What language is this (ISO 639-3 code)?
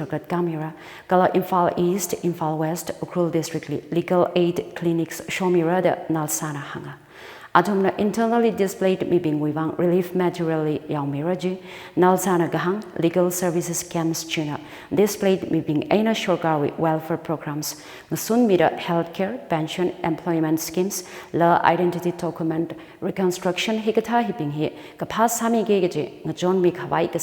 nmf